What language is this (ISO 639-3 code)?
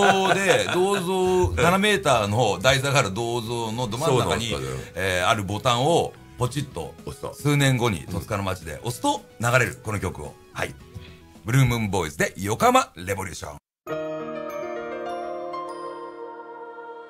jpn